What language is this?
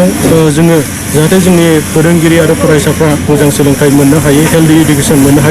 Bodo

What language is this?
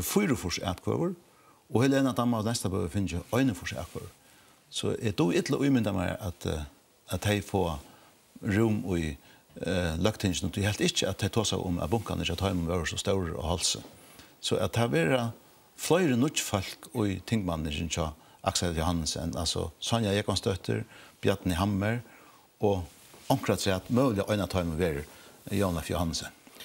Faroese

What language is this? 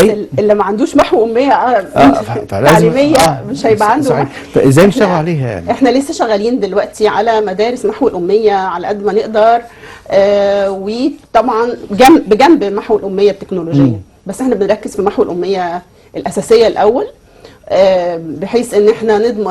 Egyptian Arabic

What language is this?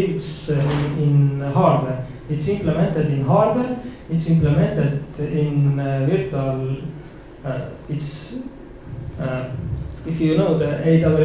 English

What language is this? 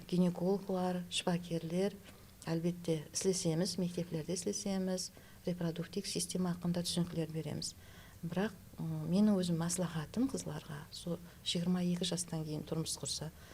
Kara-Kalpak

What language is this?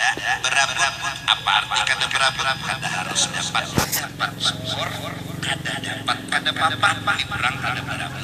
Banjar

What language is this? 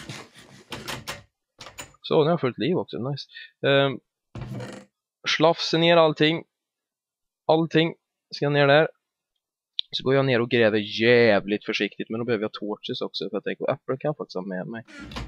Swedish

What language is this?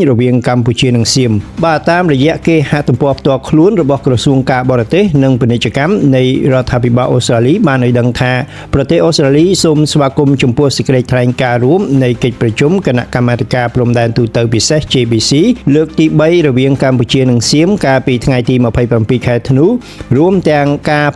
Khmer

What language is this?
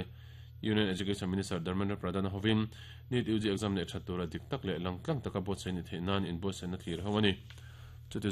Mizo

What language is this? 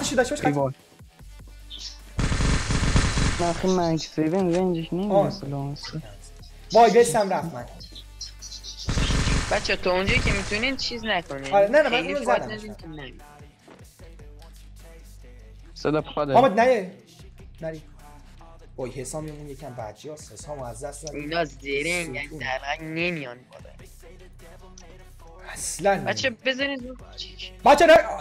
Persian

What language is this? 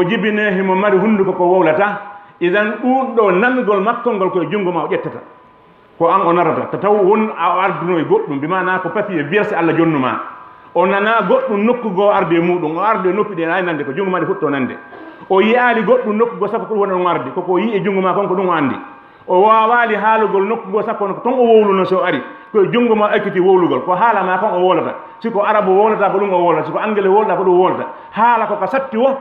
Fula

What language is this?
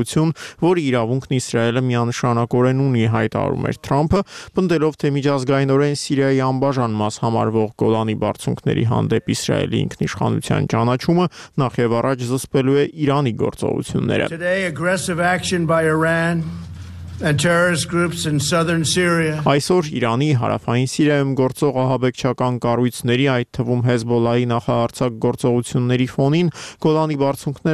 Armenian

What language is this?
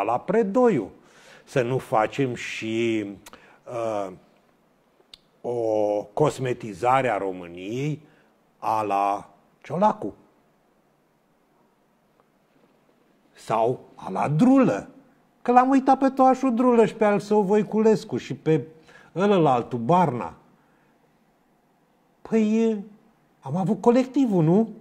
Romanian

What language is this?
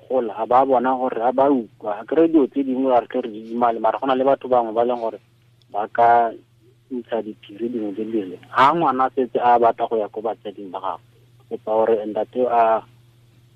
Tswana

